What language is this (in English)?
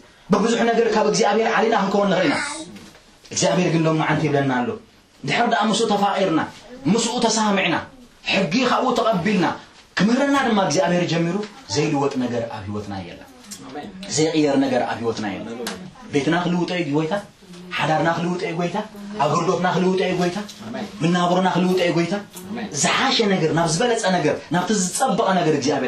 Tigrinya